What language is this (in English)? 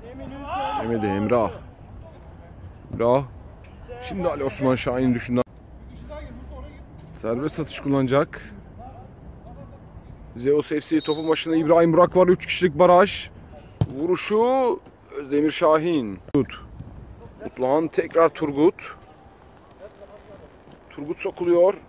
Turkish